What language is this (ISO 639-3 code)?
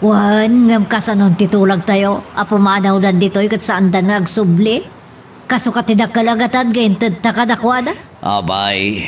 ilo